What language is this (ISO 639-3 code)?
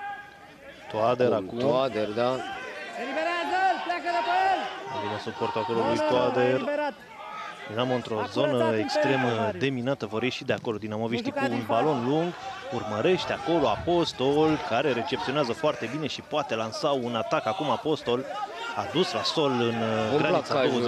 ron